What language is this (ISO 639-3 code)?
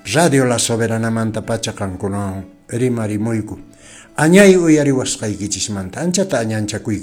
que